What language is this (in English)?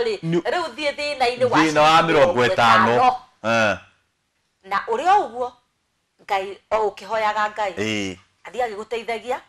Kikuyu